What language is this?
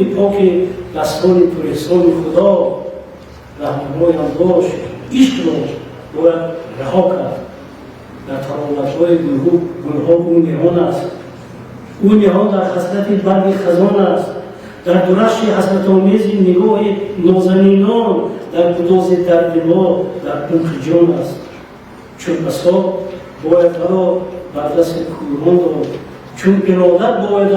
Tajik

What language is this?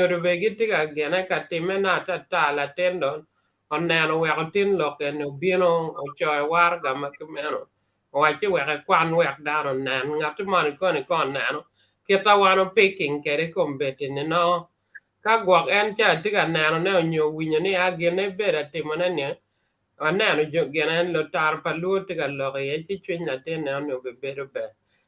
Acoli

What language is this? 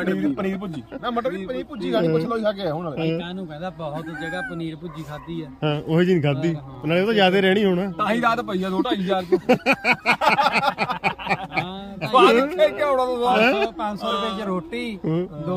Punjabi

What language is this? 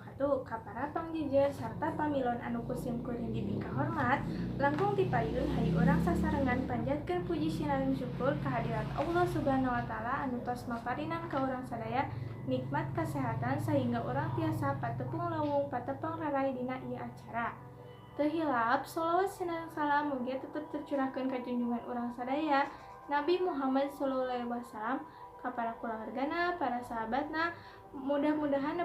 Sundanese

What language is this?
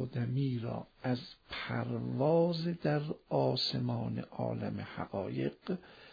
Persian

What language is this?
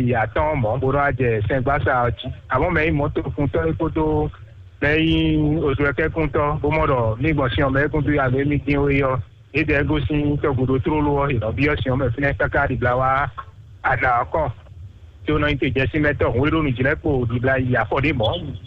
Fon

